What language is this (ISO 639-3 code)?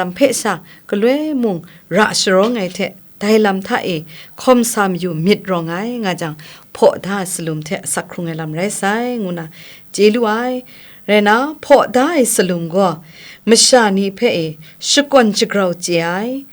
kac